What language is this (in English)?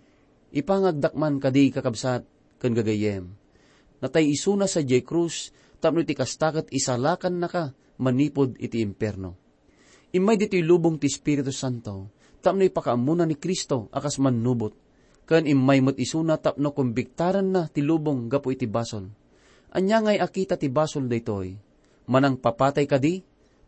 Iloko